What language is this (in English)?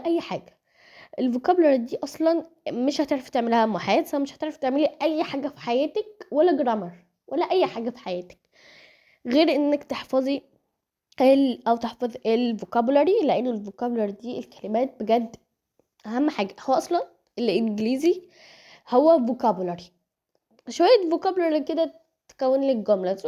Egyptian Arabic